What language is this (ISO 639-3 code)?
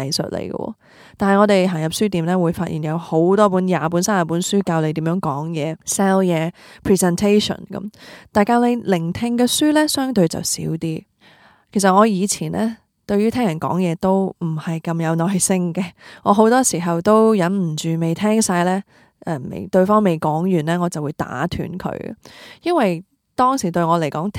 yue